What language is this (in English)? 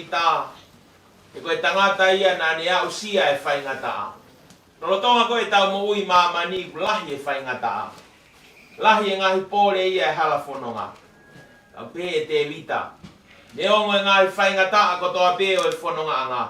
Tongan